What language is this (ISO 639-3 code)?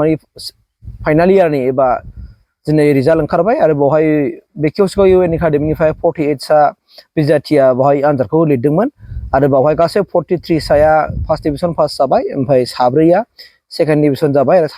brx